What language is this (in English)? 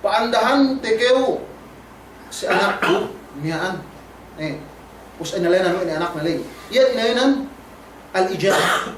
Yakan